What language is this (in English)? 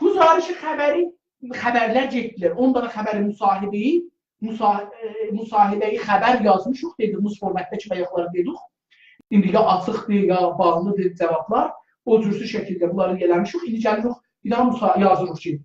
South Azerbaijani